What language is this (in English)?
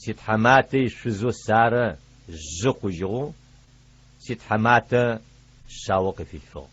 Adyghe